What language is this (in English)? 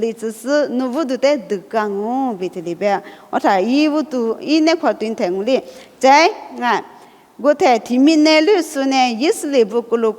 Lisu